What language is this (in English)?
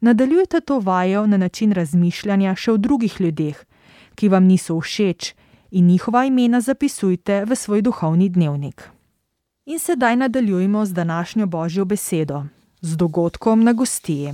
Slovenian